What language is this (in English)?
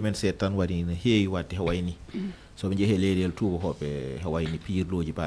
Fula